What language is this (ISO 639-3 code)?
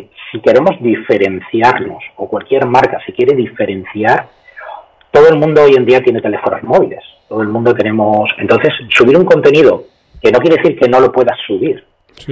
spa